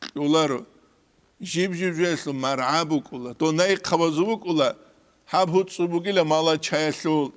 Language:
Avaric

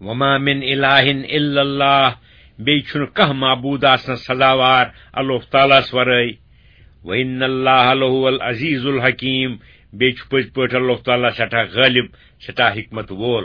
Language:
Kashmiri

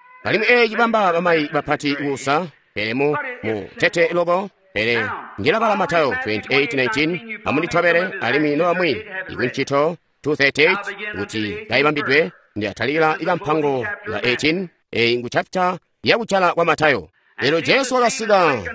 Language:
Tonga (Zambia)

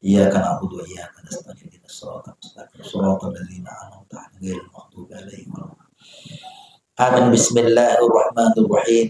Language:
Buginese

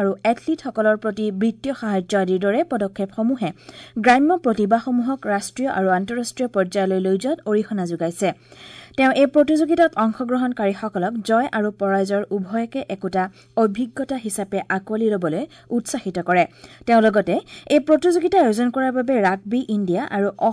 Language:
Assamese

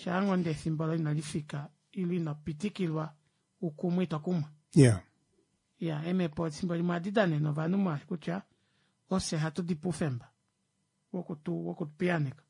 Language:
Kuanyama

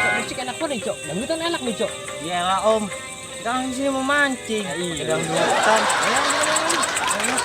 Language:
Betawi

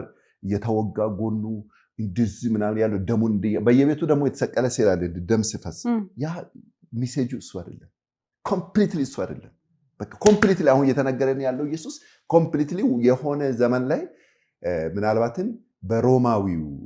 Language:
Amharic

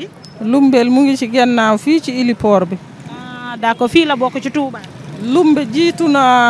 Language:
Wolof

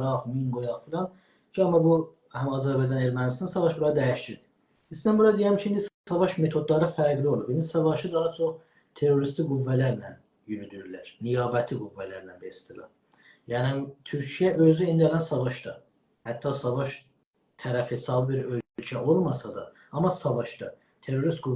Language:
South Azerbaijani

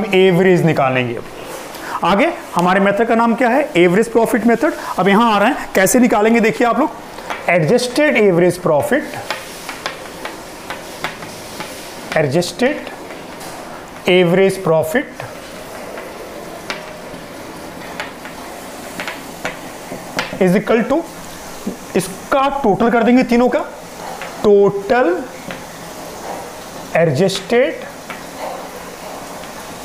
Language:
Hindi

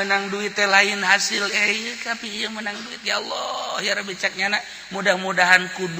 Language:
Sundanese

